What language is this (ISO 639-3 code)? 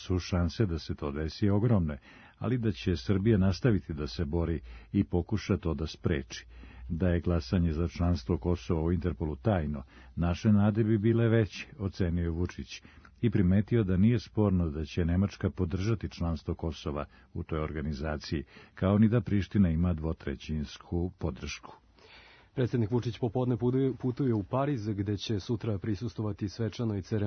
srp